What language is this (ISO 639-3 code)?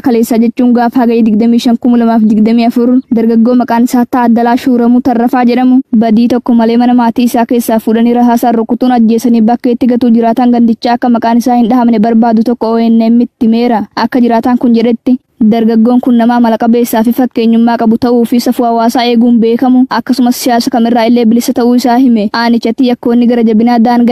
orm